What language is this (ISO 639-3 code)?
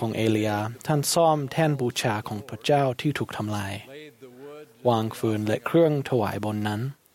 tha